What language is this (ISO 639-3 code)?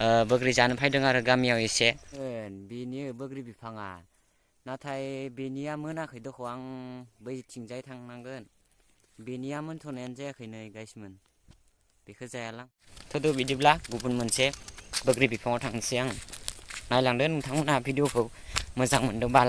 brx